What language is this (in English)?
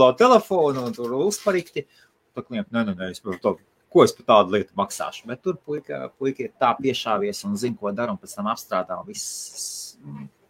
Latvian